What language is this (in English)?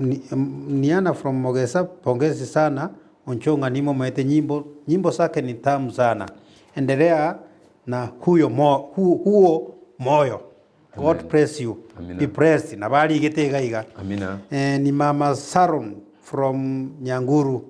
Gusii